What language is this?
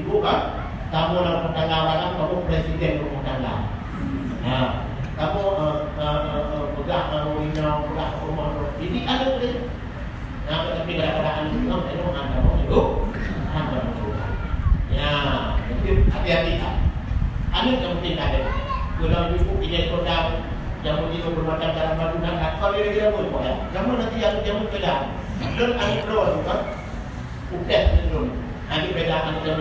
Achinese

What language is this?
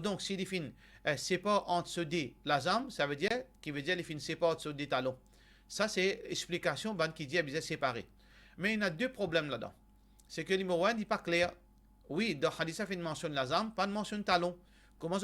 Morisyen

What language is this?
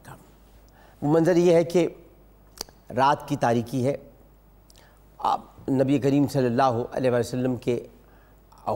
Urdu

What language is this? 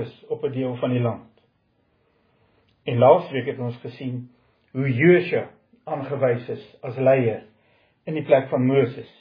Afrikaans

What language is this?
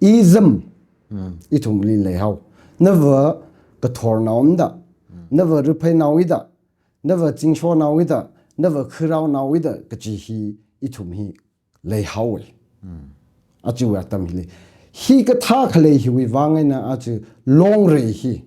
Tangkhul Naga (India)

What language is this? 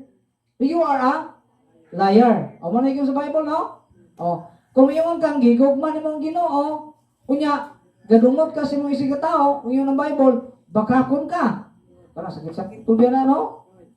Cebuano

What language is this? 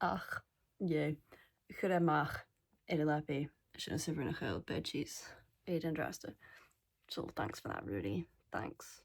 Scottish Gaelic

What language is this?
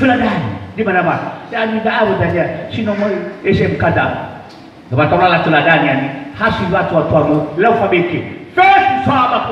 Nias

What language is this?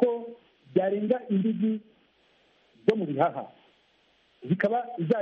Kinyarwanda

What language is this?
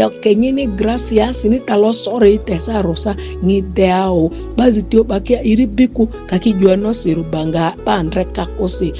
Ma'di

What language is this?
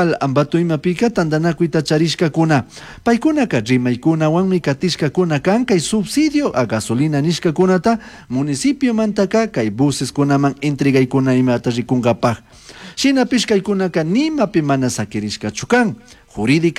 Chimborazo Highland Quichua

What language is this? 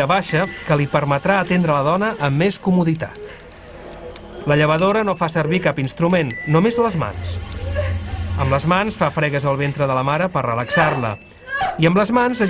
Catalan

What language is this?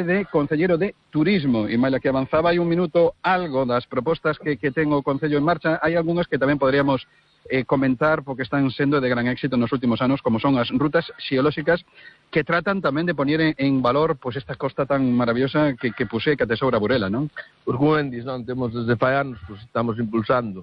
Galician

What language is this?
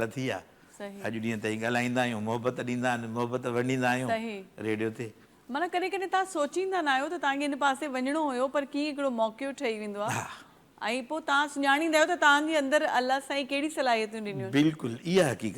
Sindhi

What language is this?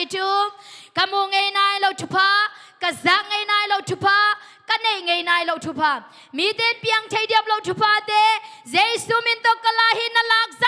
Tedim Chin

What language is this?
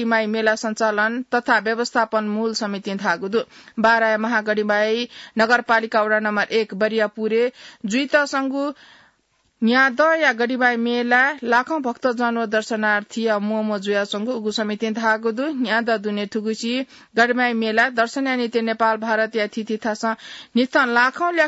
Newari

